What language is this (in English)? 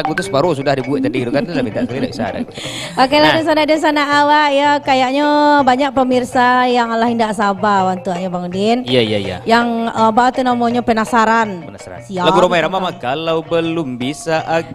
Minangkabau